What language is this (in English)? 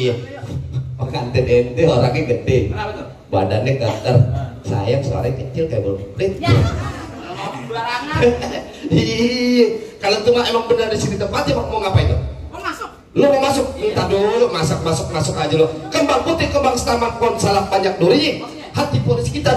Betawi